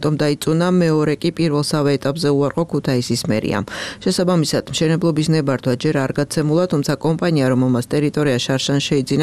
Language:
Georgian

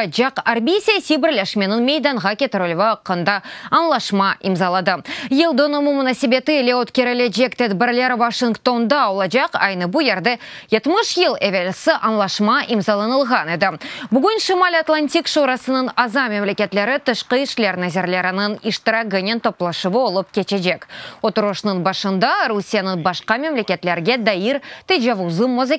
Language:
Crimean Tatar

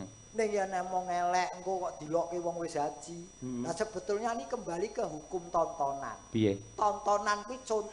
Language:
Javanese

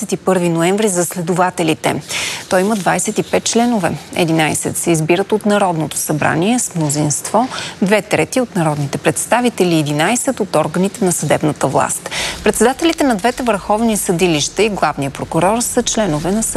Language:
Bulgarian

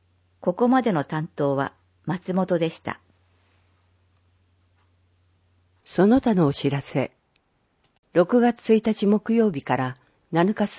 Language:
Japanese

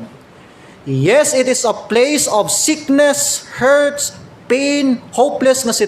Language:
Cebuano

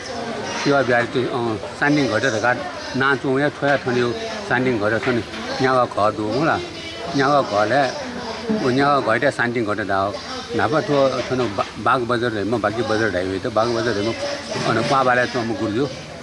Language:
Newari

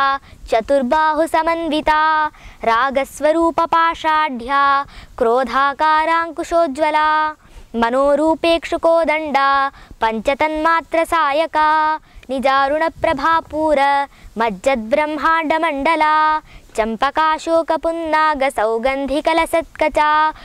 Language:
Sanskrit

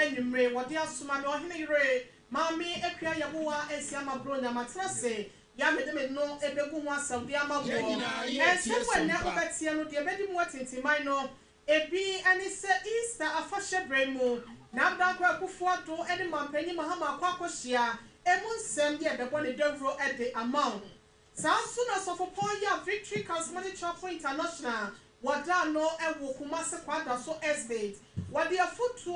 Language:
Akan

